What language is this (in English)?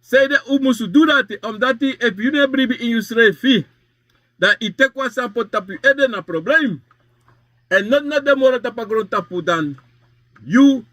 Sranan Tongo